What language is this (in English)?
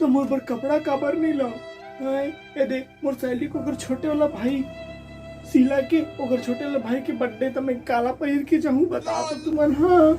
Chhattisgarhi